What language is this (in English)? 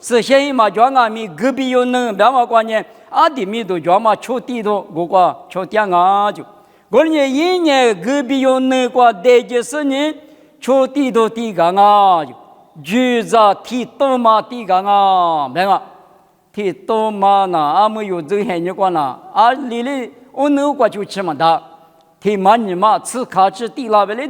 Lisu